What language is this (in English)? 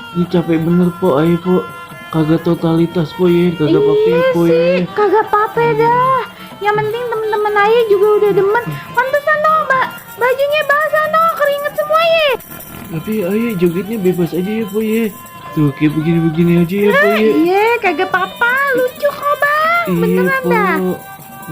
Betawi